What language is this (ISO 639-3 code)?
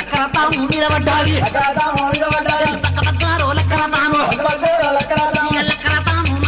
tel